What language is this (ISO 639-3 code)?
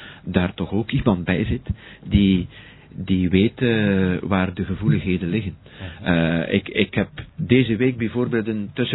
nld